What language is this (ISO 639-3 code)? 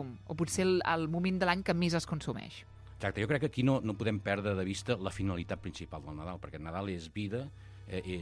cat